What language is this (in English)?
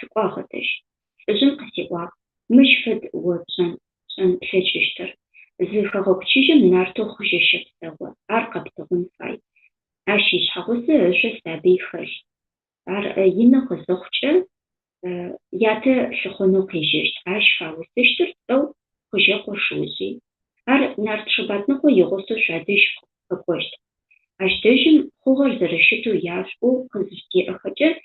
Adyghe